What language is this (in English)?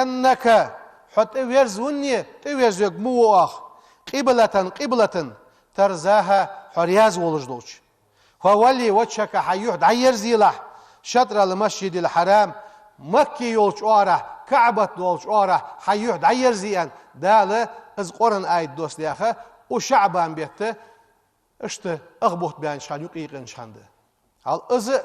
Ingush